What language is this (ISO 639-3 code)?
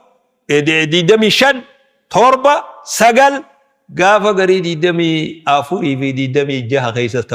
orm